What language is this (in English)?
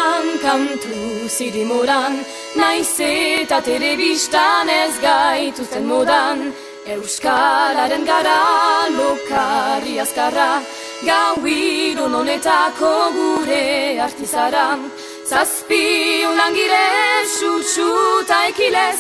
Basque